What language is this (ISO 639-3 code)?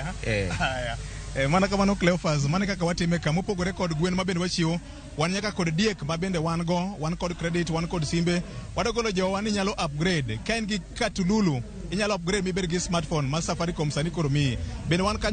luo